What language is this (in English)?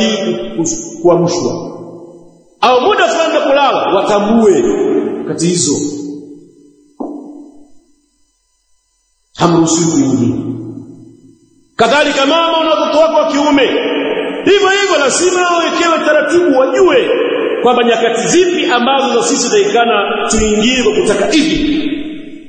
Swahili